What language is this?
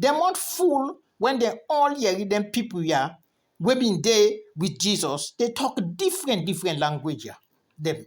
Krio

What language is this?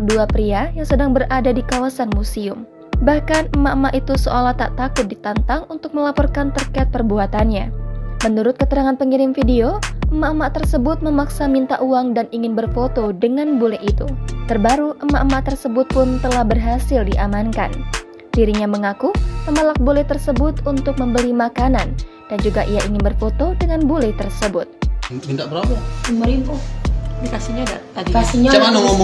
Musi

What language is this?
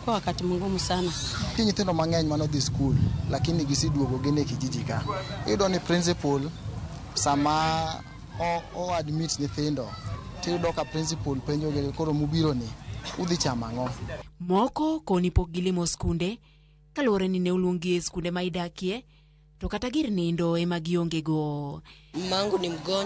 Luo (Kenya and Tanzania)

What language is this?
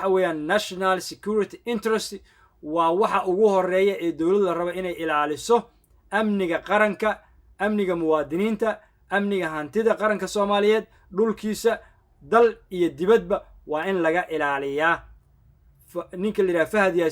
Somali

